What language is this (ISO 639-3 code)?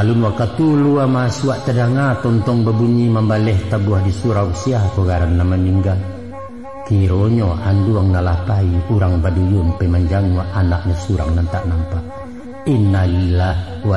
min